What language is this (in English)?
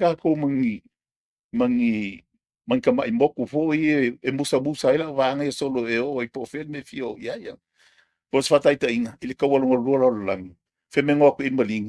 Samoan